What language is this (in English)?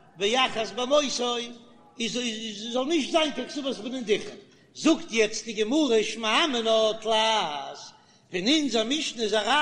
Yiddish